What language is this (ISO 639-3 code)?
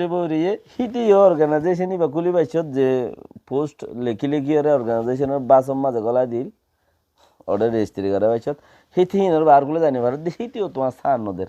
rhg